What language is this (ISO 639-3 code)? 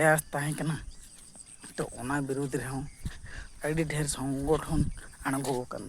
sat